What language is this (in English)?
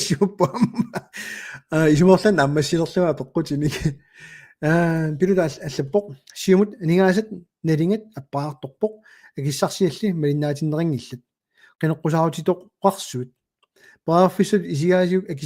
Kalaallisut